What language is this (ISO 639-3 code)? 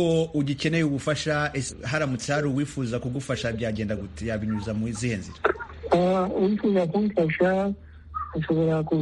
kin